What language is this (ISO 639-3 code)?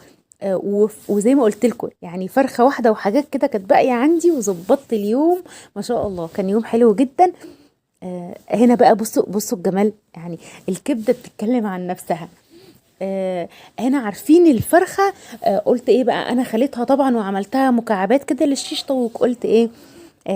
arz